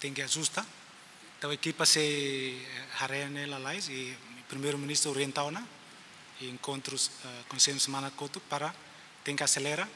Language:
Tetum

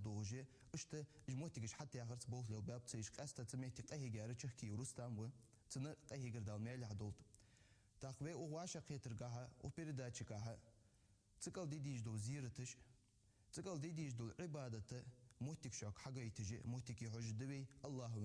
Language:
Ingush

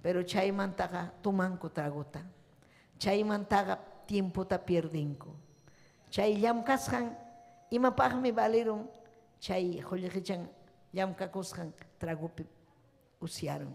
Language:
Ayacucho Quechua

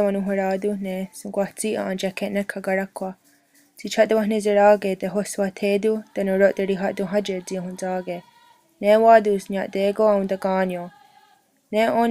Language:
Mohawk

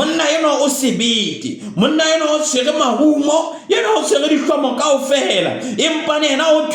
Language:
Southern Sotho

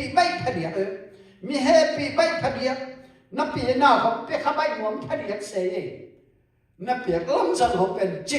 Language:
Tedim Chin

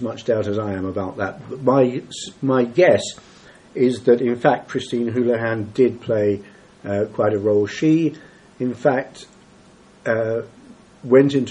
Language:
English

